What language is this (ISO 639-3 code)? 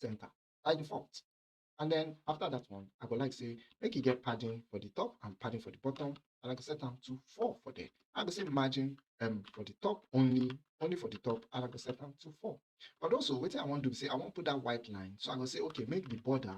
pcm